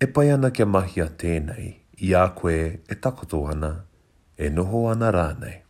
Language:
Māori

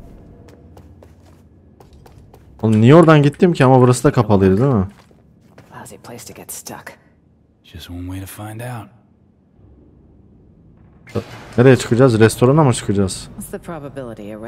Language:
Turkish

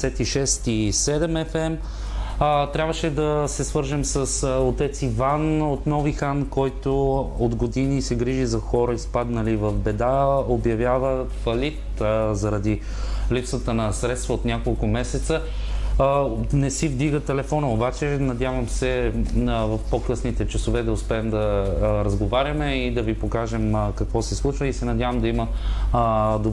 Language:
Bulgarian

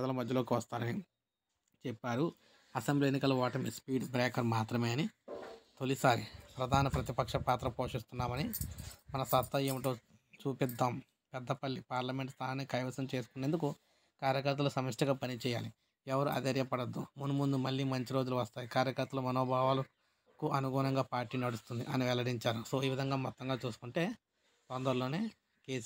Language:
Telugu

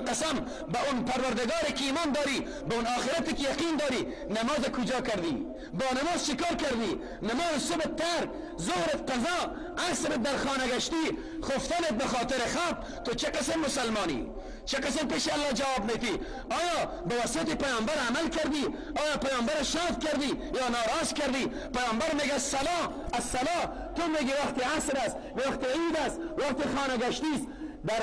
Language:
Persian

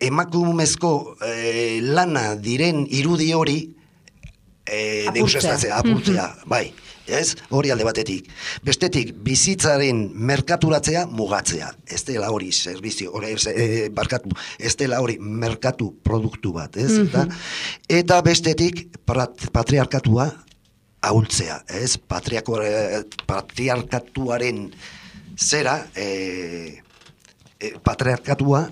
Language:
Basque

